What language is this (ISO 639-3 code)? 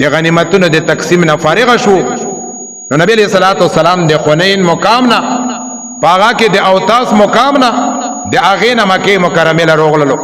pus